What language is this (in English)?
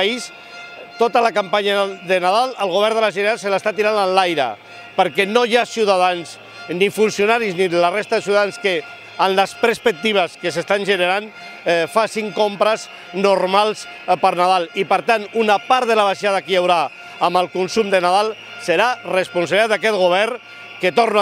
Catalan